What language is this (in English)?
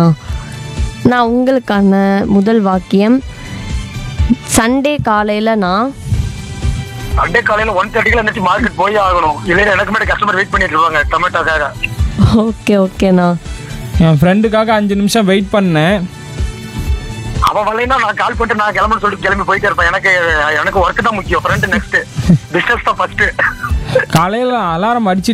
Tamil